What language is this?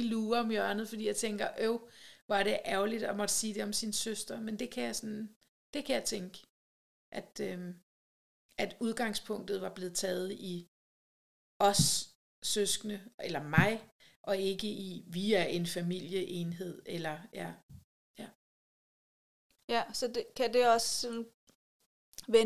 Danish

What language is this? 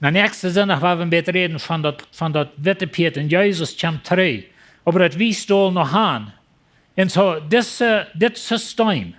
Plautdietsch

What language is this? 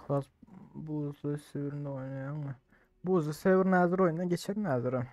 Turkmen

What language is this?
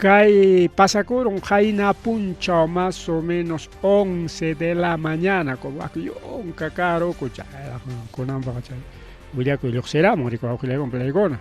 Ayacucho Quechua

